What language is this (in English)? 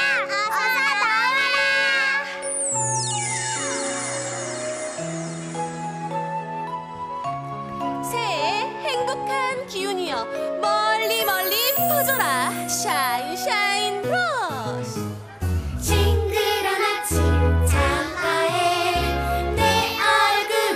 Korean